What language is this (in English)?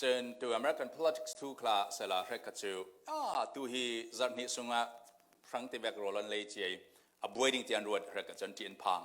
Falam Chin